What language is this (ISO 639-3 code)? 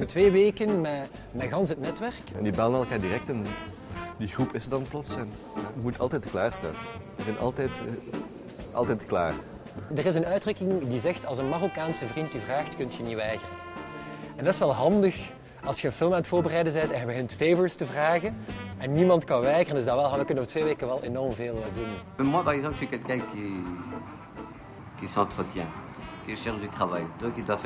nld